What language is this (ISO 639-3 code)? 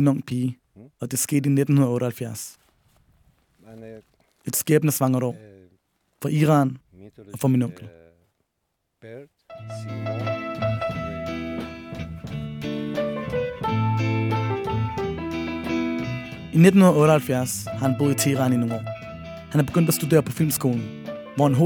dan